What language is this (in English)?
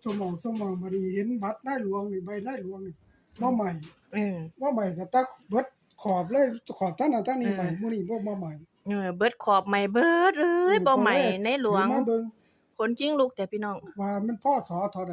Northeastern Thai